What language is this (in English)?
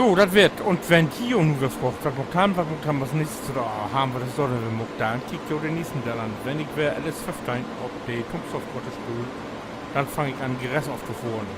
Low German